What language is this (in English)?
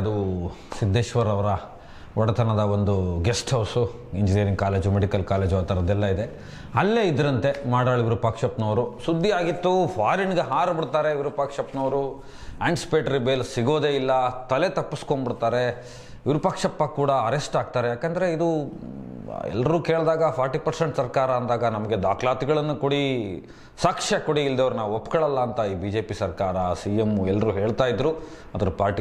Kannada